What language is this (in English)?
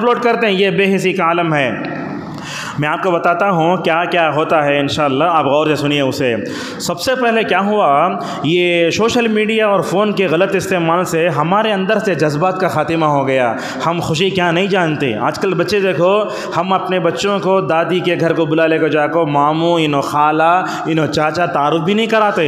Urdu